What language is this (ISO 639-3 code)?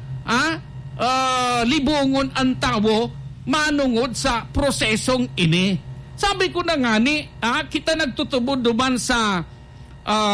bik